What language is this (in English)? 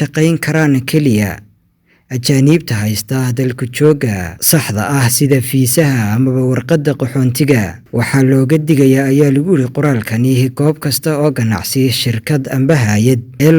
Somali